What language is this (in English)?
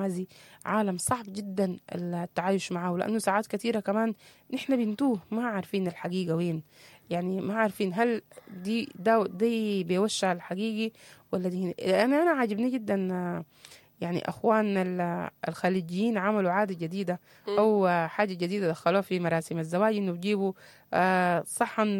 Sudanese Arabic